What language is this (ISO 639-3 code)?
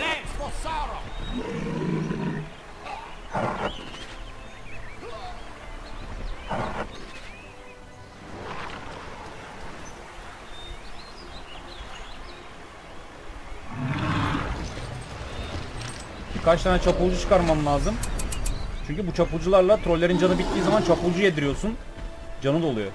tur